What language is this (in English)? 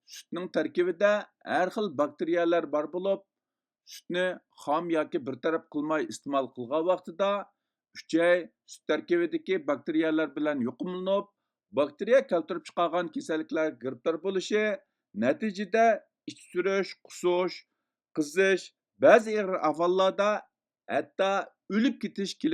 Uyghur